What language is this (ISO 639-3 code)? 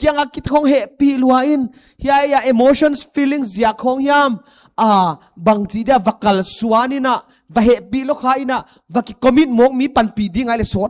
pck